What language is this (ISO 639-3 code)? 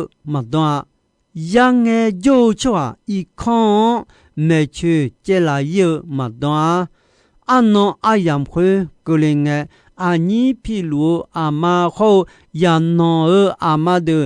ahk